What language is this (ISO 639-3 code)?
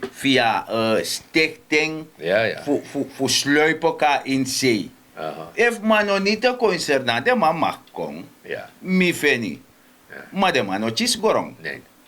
srn